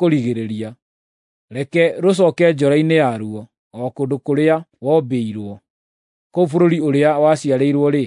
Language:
Kikuyu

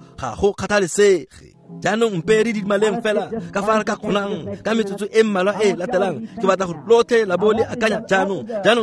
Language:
Tswana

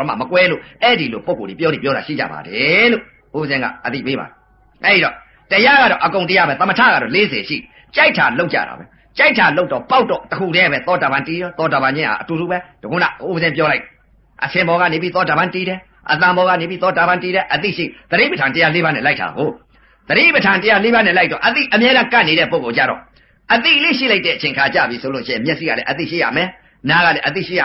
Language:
Burmese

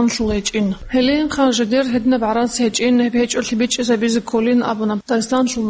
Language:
Avaric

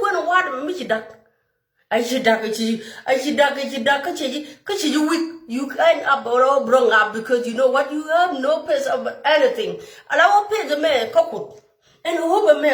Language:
Nuer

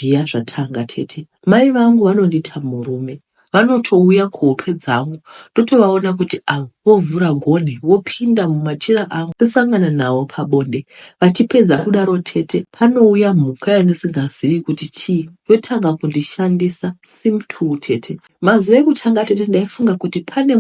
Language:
Shona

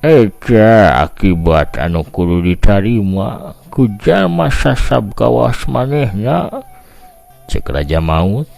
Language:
Sundanese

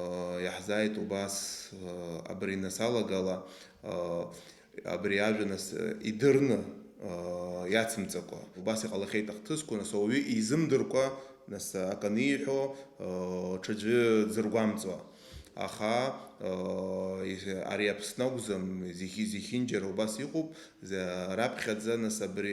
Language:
Abkhazian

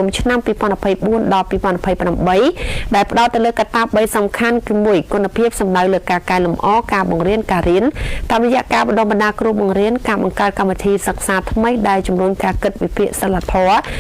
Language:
Khmer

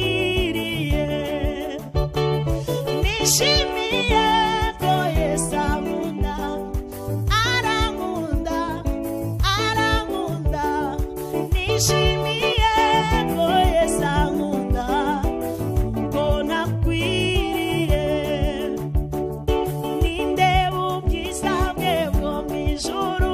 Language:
Kinyarwanda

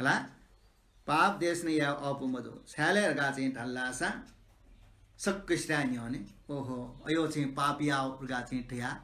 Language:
Newari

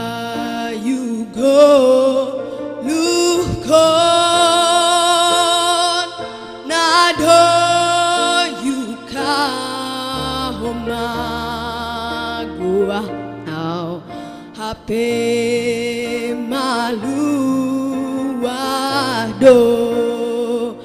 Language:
Batak Simalungun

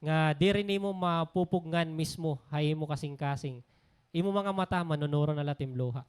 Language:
Waray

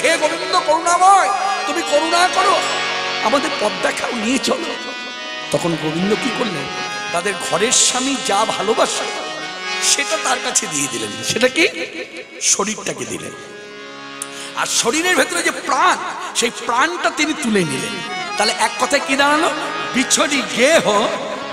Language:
Bangla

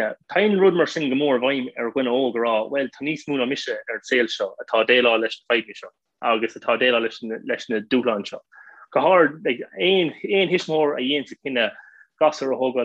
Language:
Irish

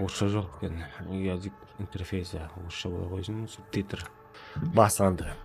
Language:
Kara-Kalpak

